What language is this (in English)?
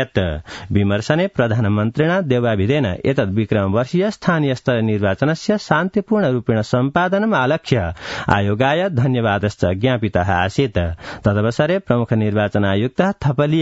Sanskrit